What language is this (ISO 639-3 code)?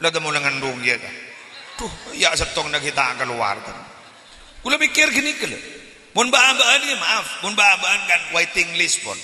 mad